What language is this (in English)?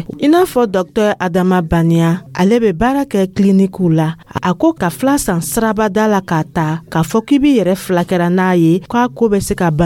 Dyula